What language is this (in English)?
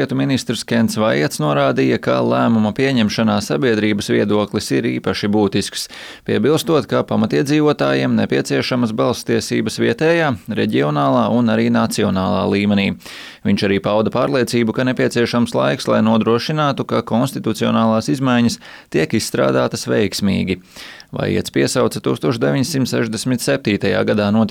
Latvian